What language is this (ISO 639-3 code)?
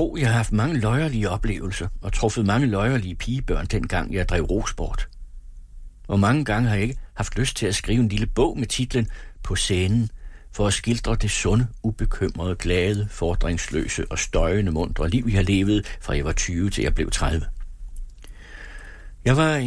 dan